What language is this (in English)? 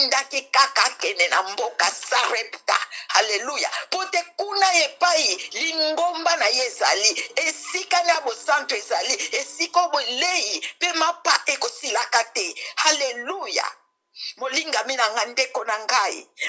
Lingala